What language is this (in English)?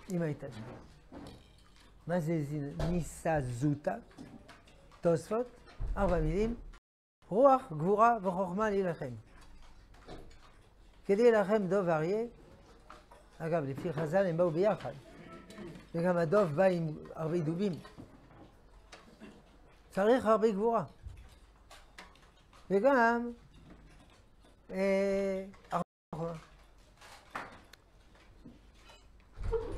Hebrew